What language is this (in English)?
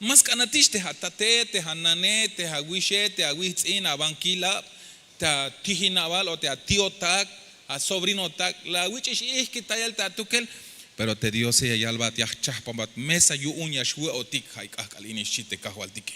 Tzeltal